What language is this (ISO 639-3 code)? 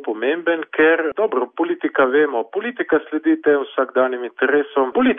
slv